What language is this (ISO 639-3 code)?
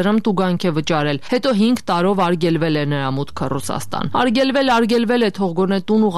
hye